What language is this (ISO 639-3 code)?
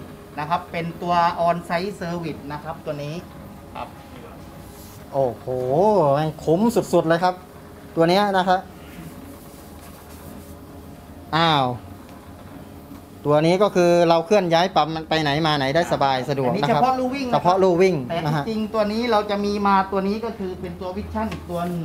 tha